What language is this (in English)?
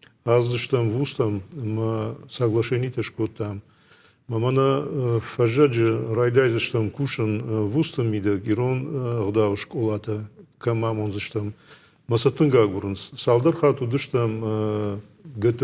Ossetic